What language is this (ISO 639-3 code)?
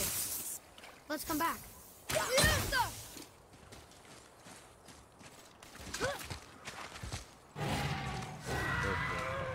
eng